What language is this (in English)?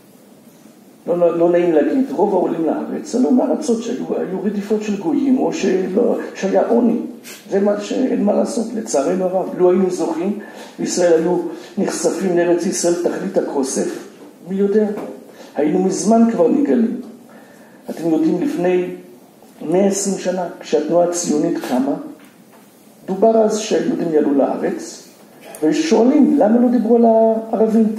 Hebrew